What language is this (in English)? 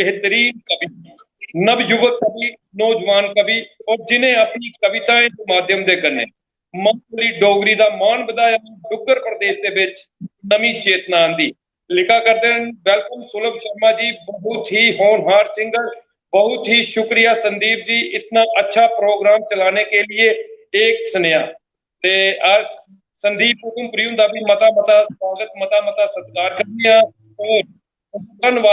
Dogri